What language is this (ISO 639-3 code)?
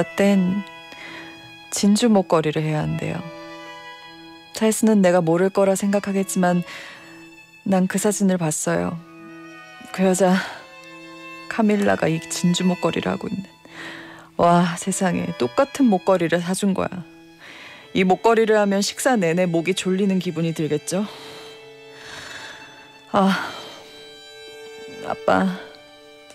kor